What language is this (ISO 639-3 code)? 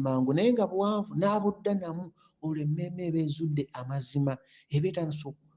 lug